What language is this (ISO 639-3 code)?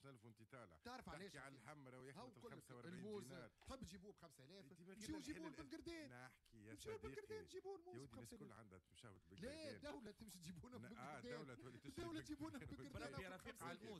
aeb